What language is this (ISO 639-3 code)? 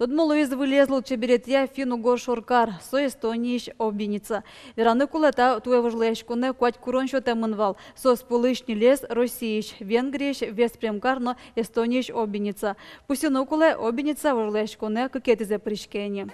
udm